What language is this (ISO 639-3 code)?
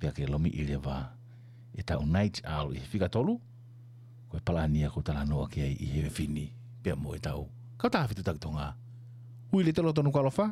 ton